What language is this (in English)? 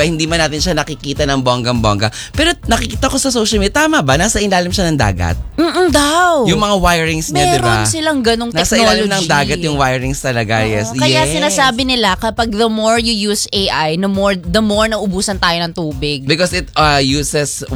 Filipino